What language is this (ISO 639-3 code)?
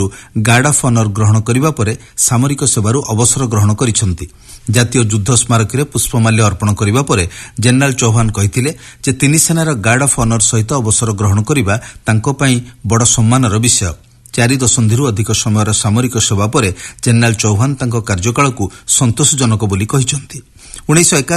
ori